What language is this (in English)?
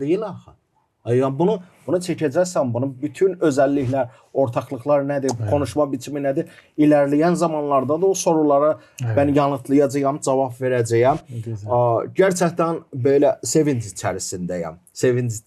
Gagauz